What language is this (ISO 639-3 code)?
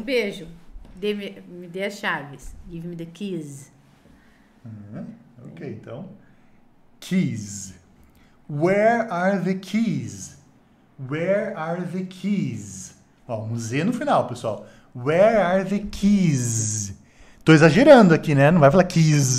por